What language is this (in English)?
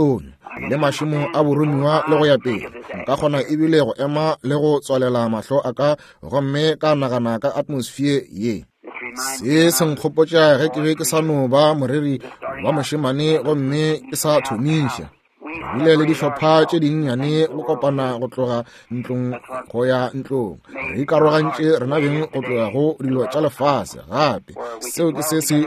Northern Sotho